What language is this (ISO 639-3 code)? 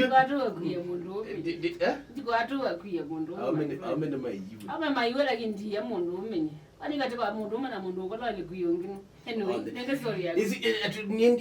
kam